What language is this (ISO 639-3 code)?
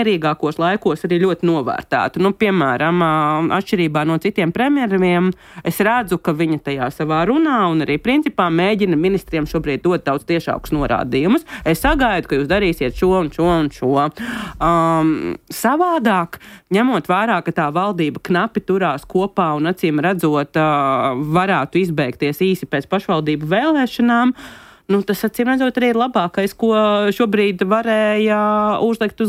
lav